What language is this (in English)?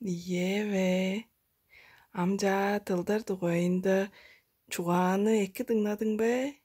Tuvinian